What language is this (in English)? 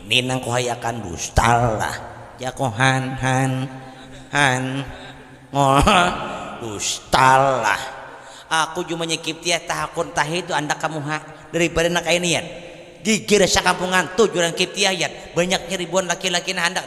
Banjar